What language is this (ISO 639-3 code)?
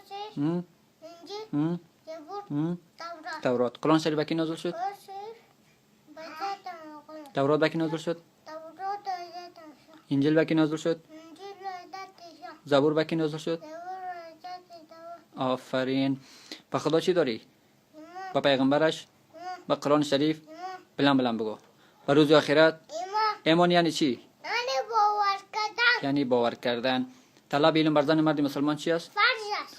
tgk